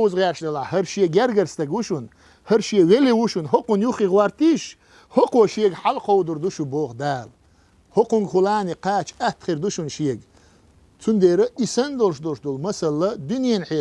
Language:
Chechen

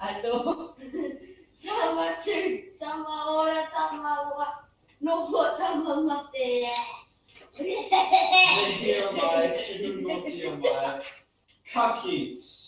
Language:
Māori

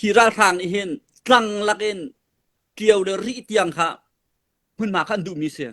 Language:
Hakha Chin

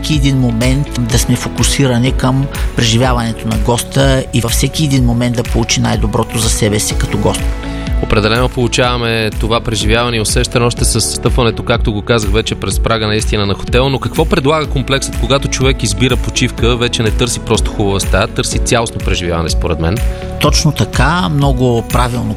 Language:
Bulgarian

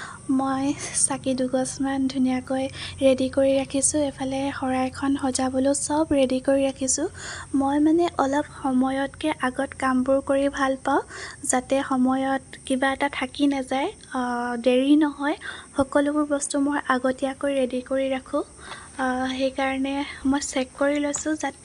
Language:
Assamese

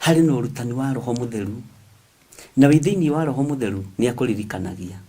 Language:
Kikuyu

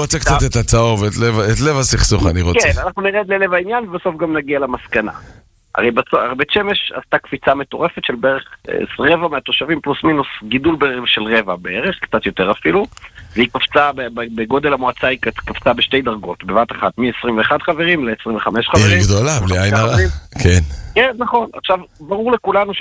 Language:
Hebrew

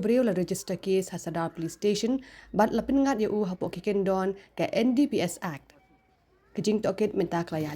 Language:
Khasi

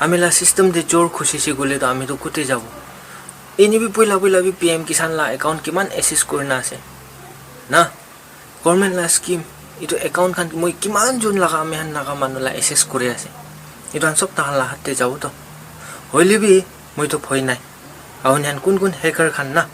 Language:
Naga Pidgin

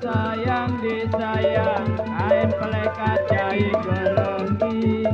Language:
Betawi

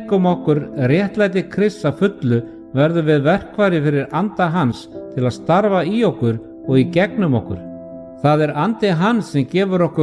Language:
Icelandic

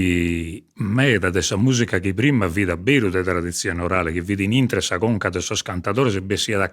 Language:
Sardinian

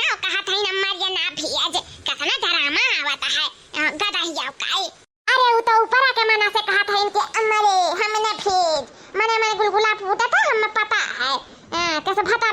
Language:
Awadhi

